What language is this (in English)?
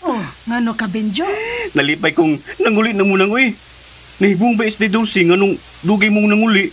Cebuano